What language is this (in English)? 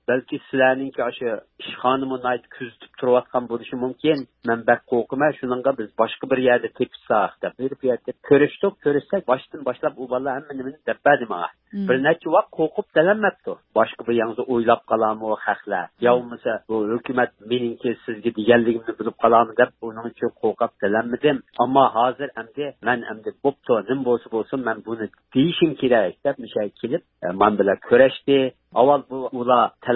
Uyghur